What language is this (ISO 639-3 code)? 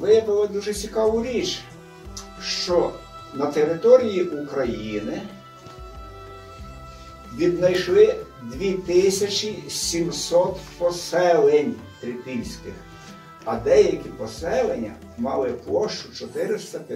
ukr